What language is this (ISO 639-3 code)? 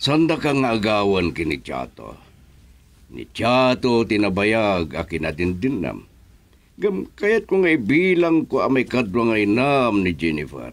ilo